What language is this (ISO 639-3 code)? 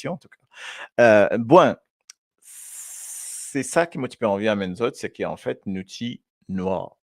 mfe